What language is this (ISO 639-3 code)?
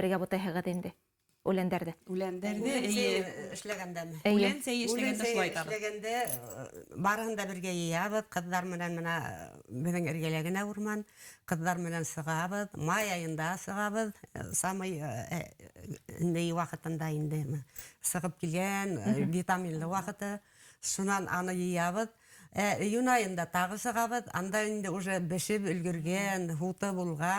bak